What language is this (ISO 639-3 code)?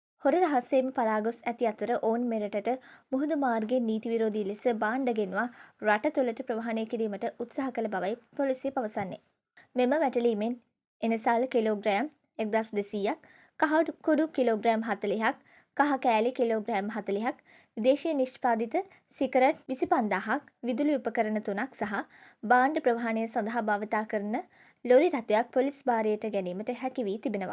sin